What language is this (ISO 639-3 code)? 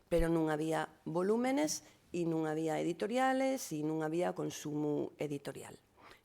ast